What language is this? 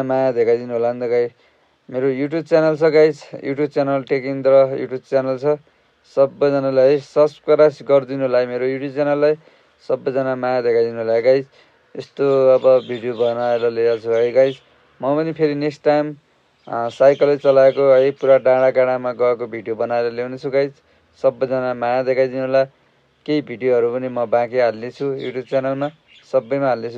Nepali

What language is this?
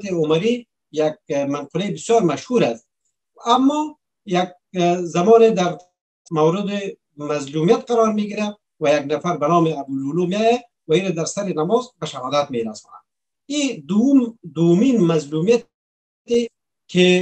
Persian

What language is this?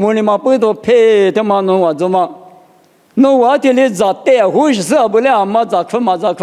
Lisu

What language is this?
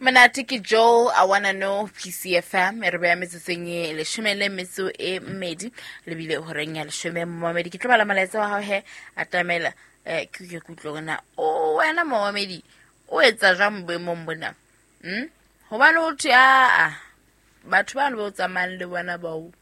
Southern Sotho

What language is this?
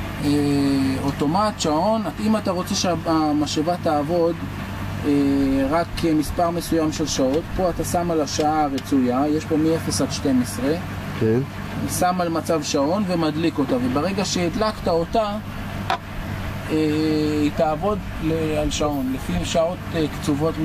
Hebrew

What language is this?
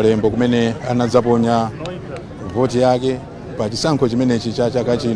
Nyanja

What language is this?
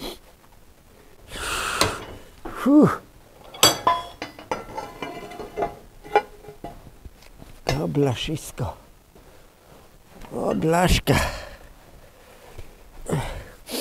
Polish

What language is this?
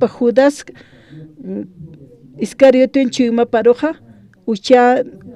Aymara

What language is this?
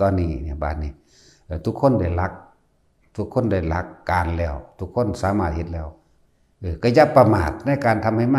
Northeastern Thai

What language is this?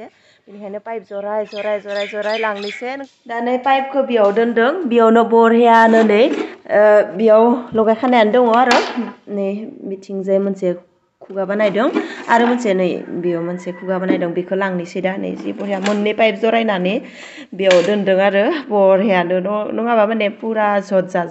Bodo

